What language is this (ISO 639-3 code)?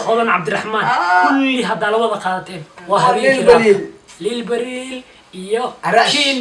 som